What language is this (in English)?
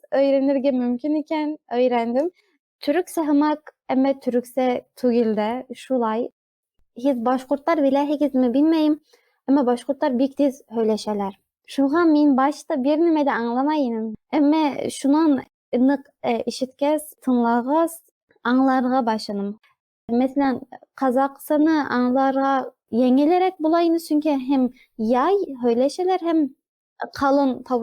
Bashkir